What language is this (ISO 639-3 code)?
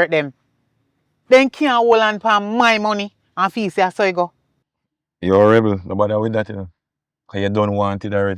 jam